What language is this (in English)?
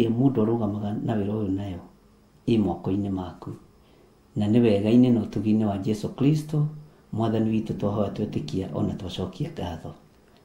Kikuyu